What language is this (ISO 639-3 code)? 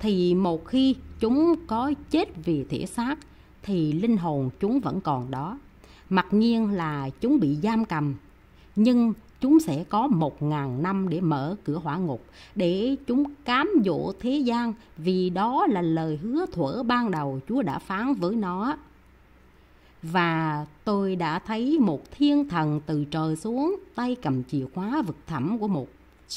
vie